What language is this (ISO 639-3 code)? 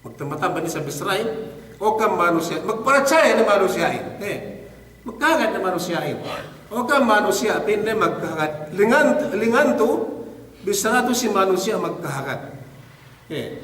yka